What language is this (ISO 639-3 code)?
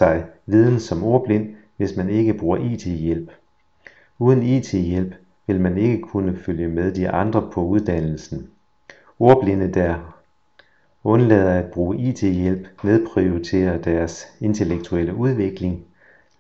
dan